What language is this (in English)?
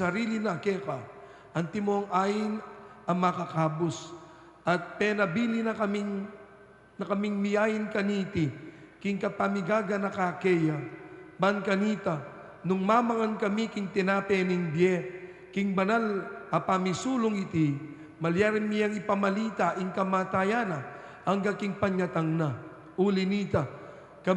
Pampanga